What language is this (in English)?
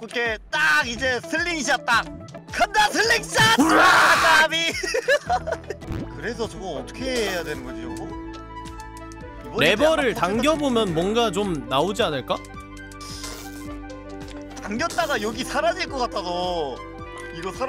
Korean